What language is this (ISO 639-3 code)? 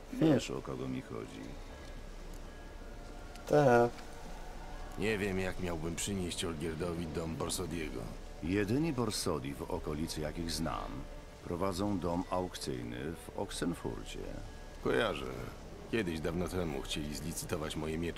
pol